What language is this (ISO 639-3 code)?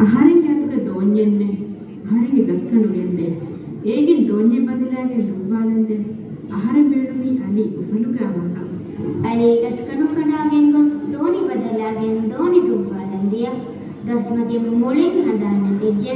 div